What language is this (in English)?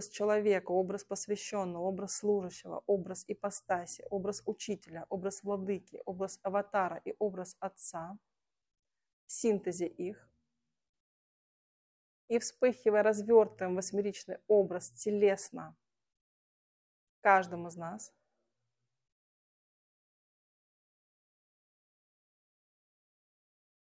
Russian